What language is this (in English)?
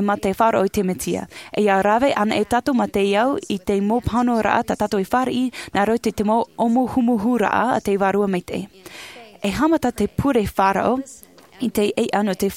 Tahitian